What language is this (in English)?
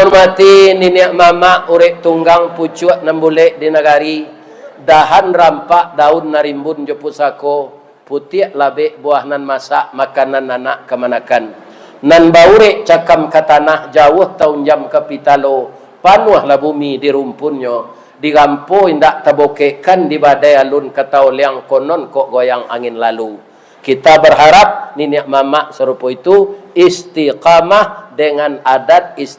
Minangkabau